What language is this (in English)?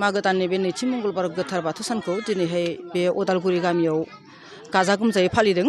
Bodo